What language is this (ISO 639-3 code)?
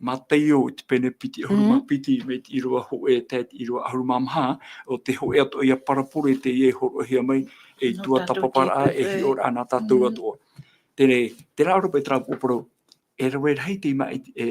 tah